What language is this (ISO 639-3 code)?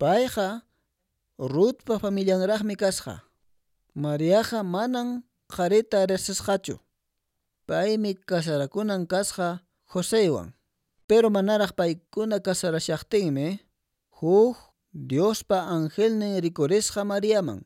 que